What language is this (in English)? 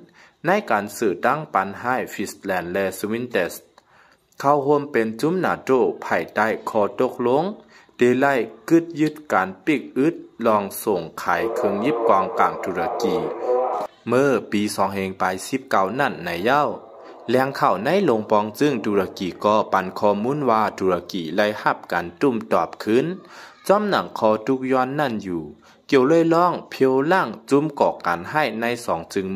Shan